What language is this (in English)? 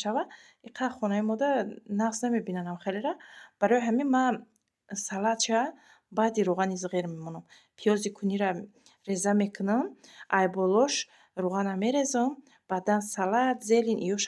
Tajik